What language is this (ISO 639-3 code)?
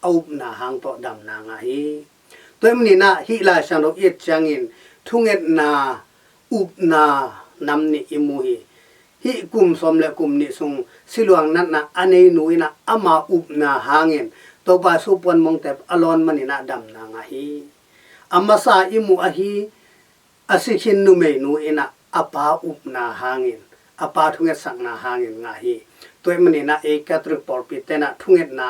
ctd